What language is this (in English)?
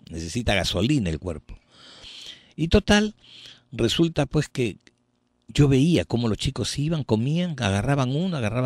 Spanish